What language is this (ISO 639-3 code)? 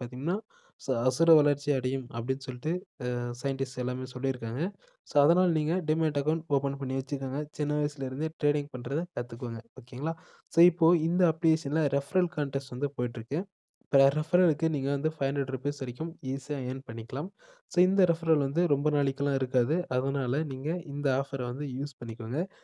tam